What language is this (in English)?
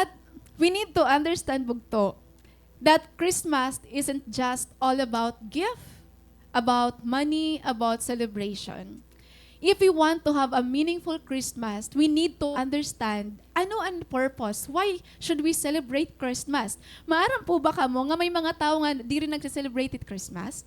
Waray